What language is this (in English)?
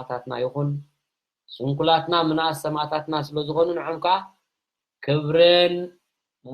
Tigrinya